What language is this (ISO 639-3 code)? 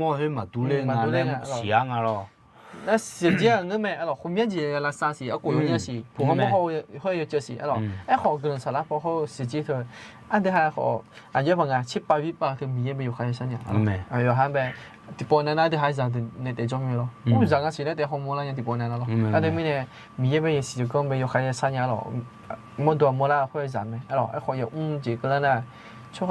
ahk